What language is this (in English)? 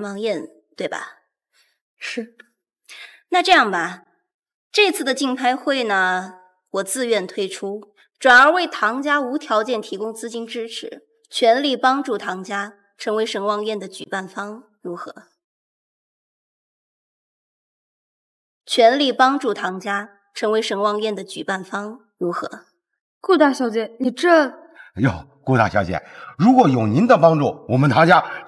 Chinese